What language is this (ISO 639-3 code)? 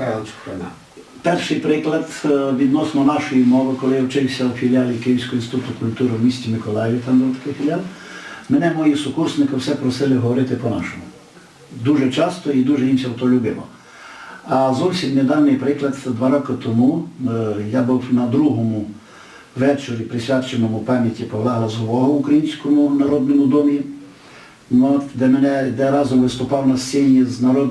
rue